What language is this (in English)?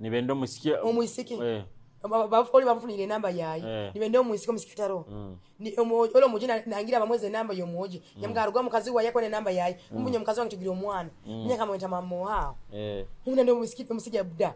Nyoro